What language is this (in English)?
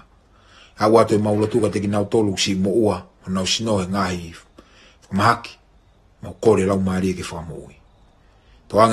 Tongan